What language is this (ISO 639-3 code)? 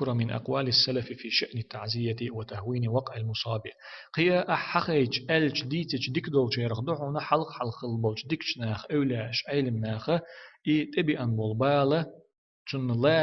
che